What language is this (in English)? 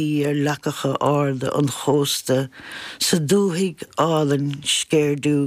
Irish